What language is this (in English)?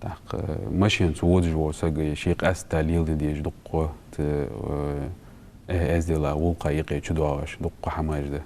Ingush